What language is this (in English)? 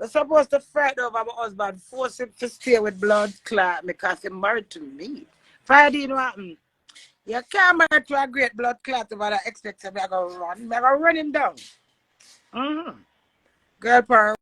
Jamaican Creole English